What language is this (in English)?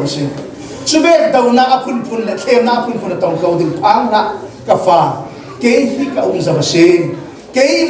Hakha Chin